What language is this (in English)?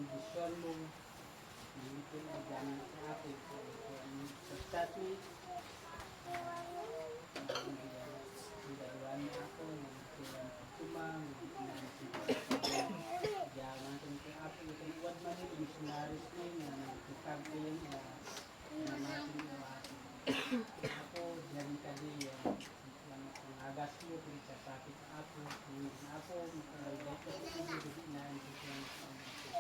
Isnag